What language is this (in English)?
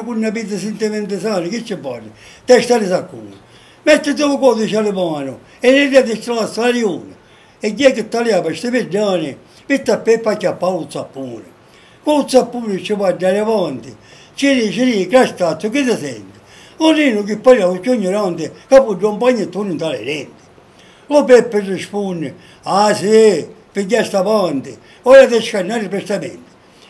Sicilian